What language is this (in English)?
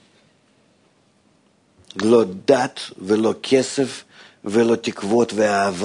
Hebrew